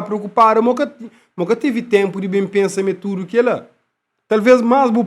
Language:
Kabuverdianu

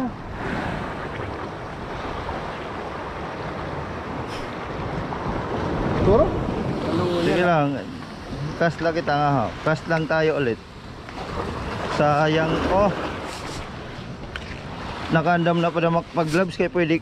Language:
Filipino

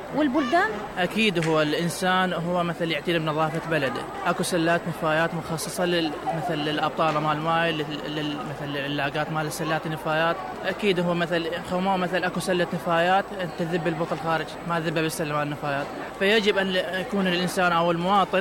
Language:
Mesopotamian Arabic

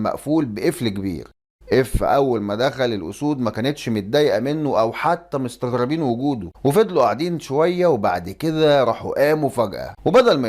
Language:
Egyptian Arabic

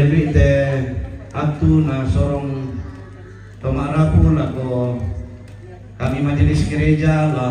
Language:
Toraja-Sa'dan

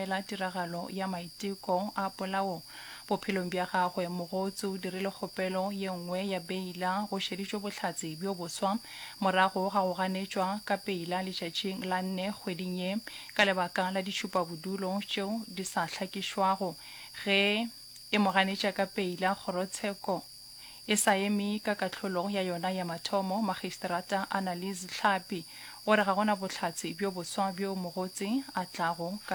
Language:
Northern Sotho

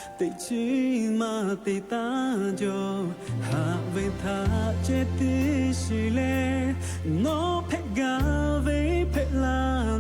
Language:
Lahu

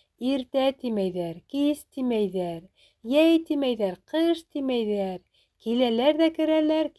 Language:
Bashkir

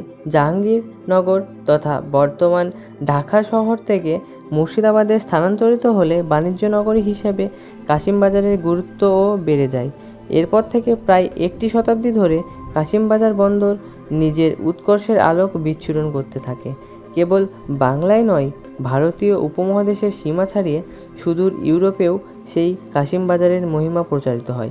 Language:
Bangla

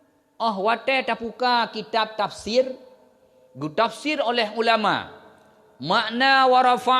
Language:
Achinese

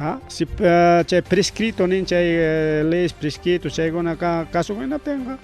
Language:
Ayacucho Quechua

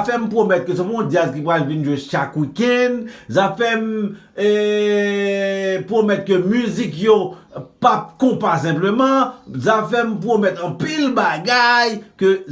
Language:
Haitian Creole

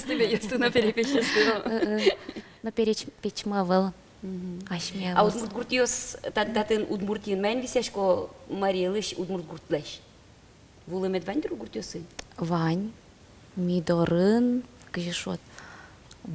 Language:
Udmurt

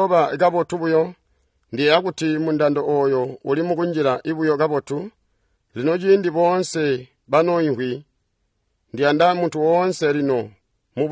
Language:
Tonga (Zambia)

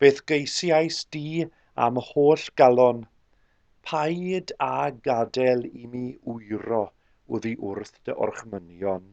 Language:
Welsh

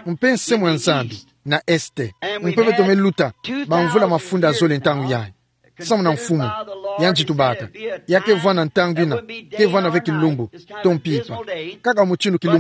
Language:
Kituba (Democratic Republic of Congo)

